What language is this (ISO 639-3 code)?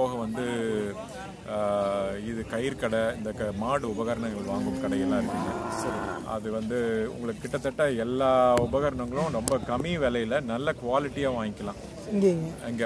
tam